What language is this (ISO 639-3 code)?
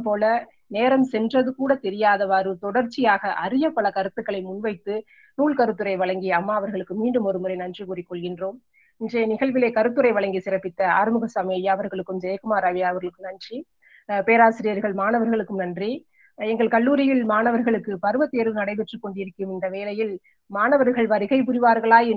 tam